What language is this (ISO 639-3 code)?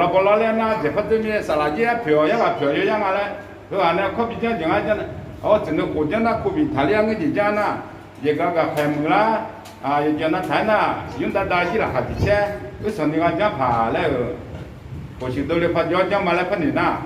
ahk